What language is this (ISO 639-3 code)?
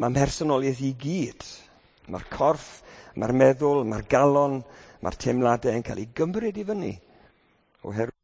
cym